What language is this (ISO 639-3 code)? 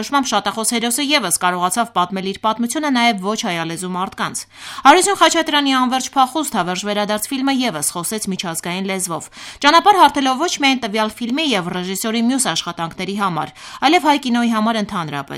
hye